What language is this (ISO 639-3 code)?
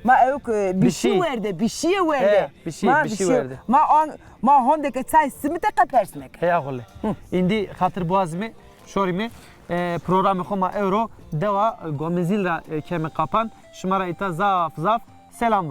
zza